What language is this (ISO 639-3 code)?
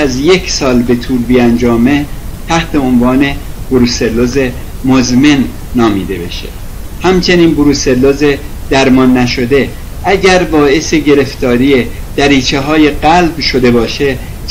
fas